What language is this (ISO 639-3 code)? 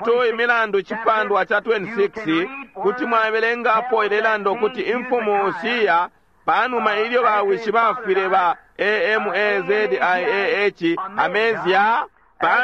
bem